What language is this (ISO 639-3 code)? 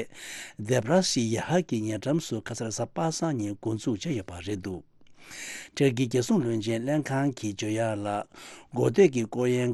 bod